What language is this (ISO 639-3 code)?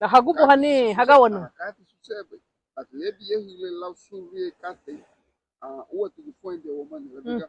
cab